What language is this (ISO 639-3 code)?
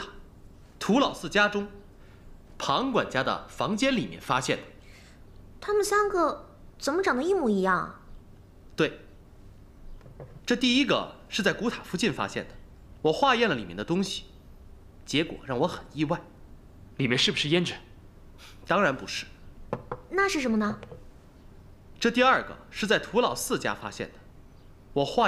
zho